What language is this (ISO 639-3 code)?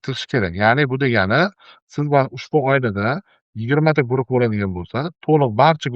uzb